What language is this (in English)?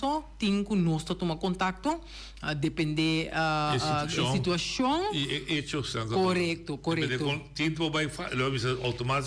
Papiamento